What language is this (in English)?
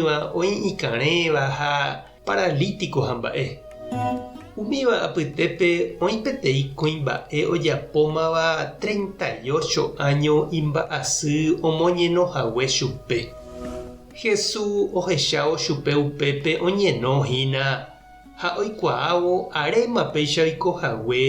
Guarani